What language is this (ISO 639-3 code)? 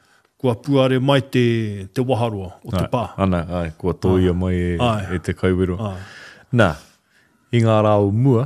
mri